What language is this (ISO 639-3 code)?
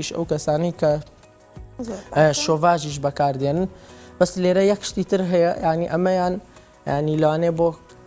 ckb